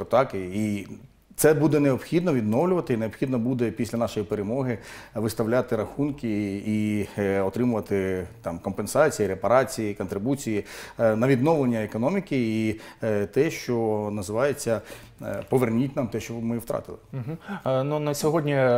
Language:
Ukrainian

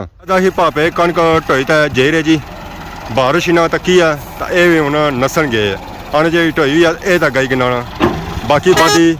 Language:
Pahari-Potwari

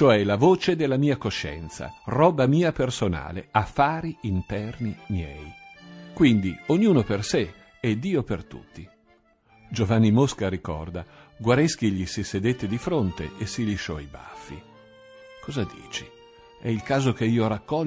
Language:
Italian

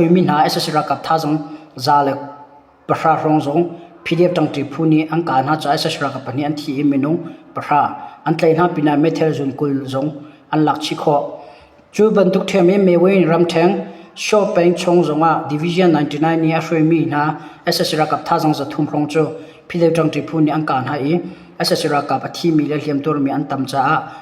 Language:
Hakha Chin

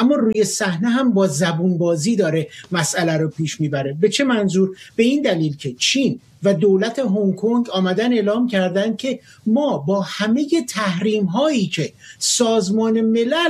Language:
Persian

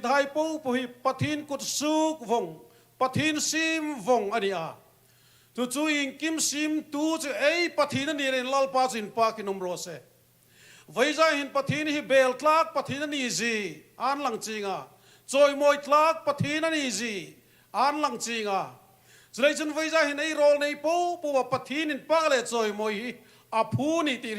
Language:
Hmar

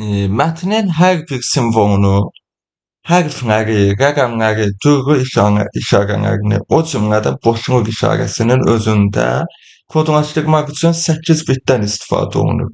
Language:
Azerbaijani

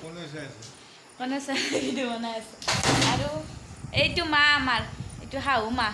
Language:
Assamese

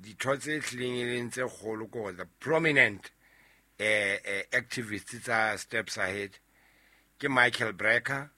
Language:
Southern Sotho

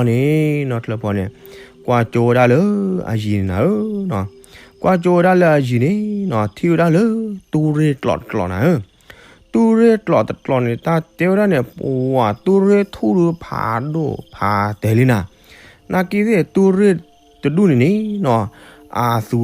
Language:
S'gaw Karen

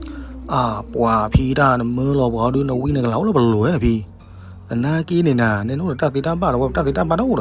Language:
S'gaw Karen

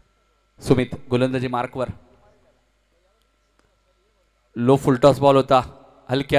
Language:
Marathi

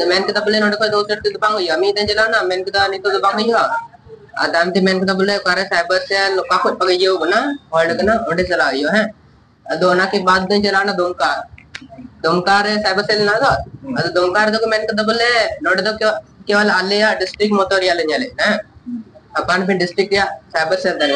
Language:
Santali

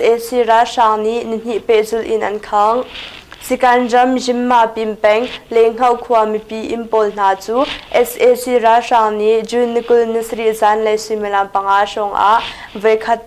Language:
Hakha Chin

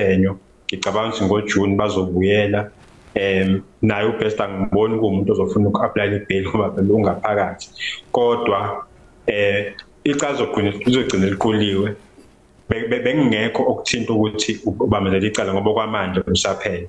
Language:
Zulu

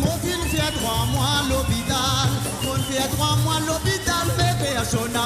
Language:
Morisyen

